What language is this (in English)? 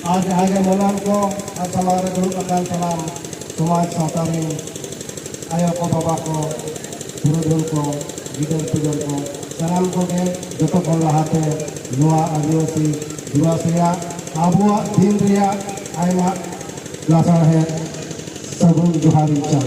Santali